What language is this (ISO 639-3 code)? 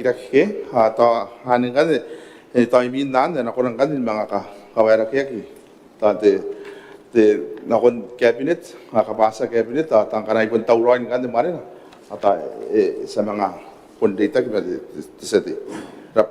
gil